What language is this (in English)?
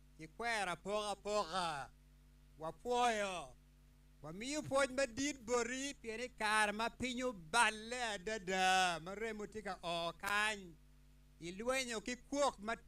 Acoli